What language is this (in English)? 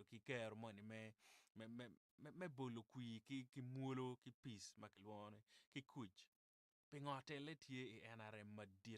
Acoli